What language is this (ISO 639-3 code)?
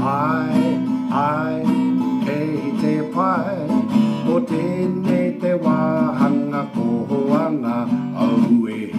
mri